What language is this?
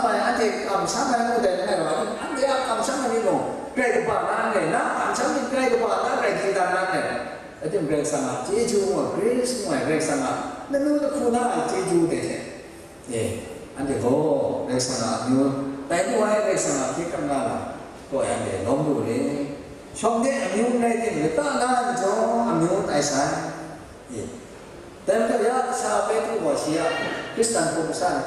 Kachin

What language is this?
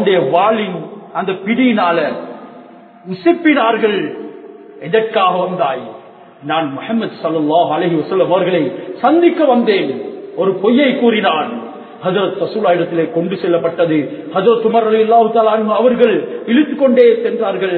Tamil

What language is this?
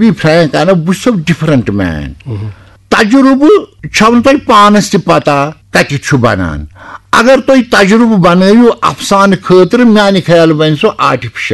Kashmiri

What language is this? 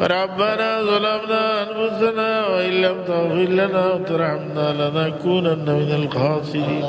Sylheti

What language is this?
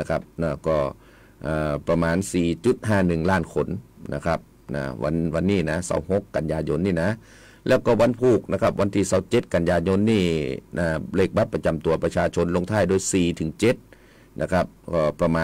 Thai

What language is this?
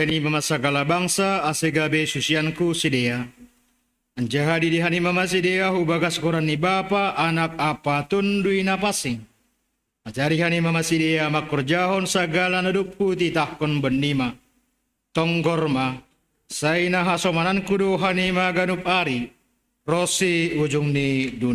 Batak Simalungun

